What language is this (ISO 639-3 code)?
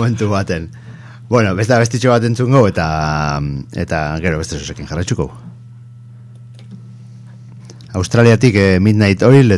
eus